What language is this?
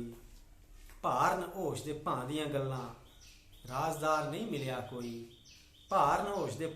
Dogri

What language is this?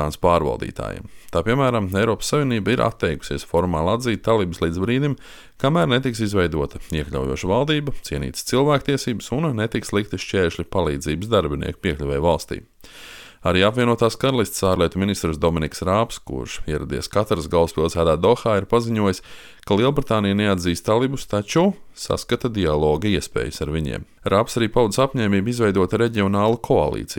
Latvian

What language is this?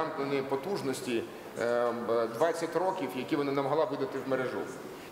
Ukrainian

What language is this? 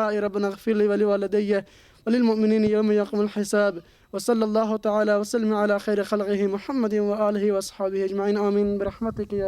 Persian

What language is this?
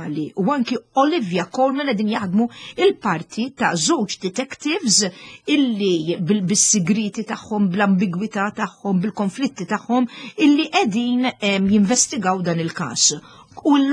Maltese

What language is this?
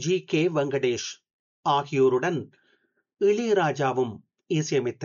Tamil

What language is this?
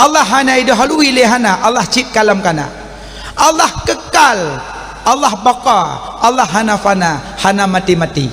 Achinese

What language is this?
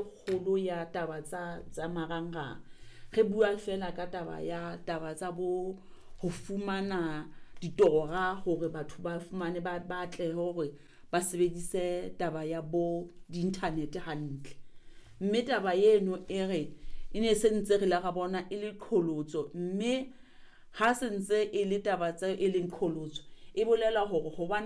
Southern Sotho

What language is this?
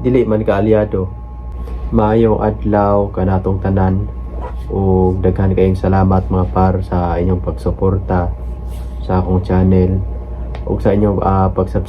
Cebuano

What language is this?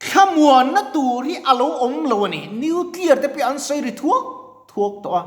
Mizo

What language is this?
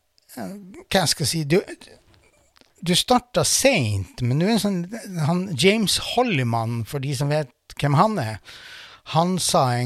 Norwegian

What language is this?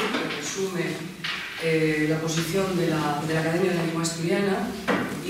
Asturian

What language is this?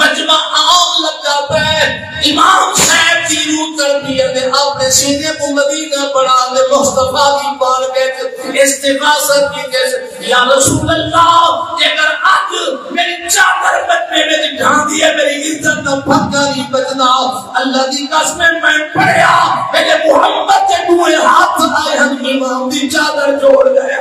Saraiki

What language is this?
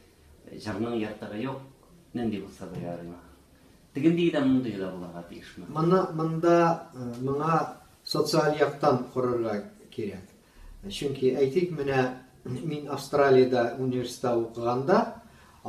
Tatar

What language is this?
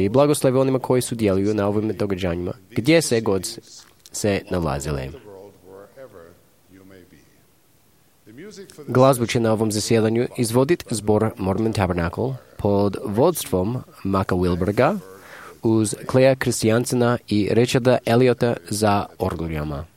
Croatian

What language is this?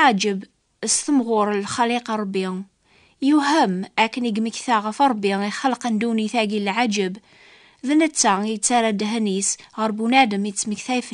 Kabyle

